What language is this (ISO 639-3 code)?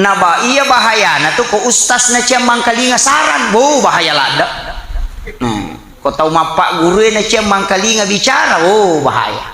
bug